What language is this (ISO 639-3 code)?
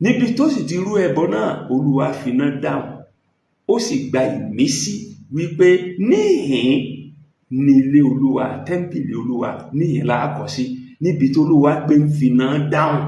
yor